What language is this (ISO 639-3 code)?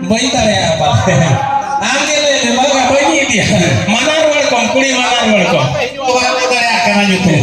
sat